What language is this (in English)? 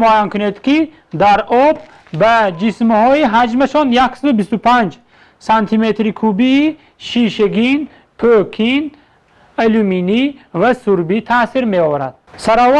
Tajik